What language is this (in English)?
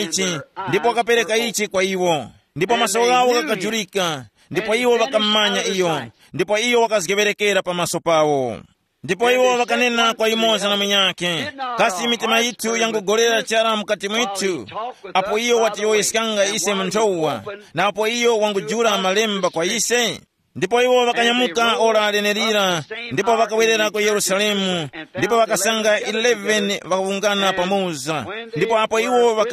Tumbuka